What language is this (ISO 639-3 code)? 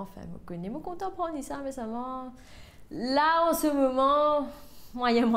mfe